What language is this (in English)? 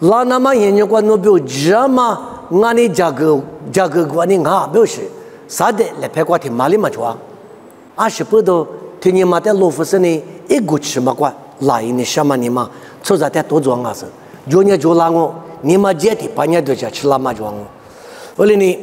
Lisu